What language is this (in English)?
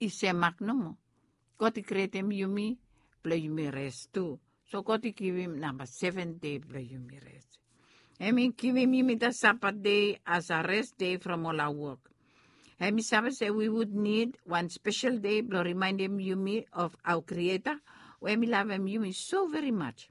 Bislama